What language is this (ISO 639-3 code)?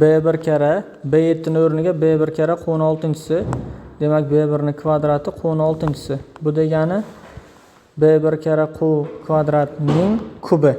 uzb